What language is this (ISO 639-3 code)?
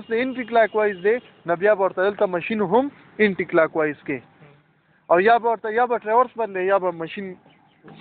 pus